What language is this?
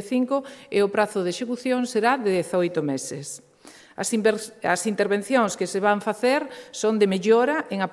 Galician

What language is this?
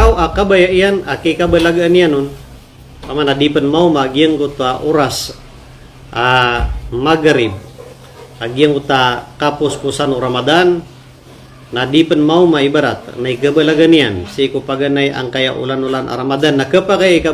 Maranao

